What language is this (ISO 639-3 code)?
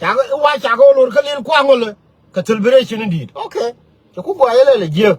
nus